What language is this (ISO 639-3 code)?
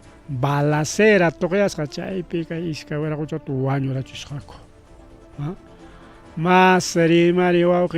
quy